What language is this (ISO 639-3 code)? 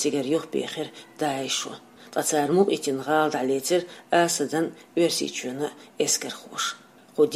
che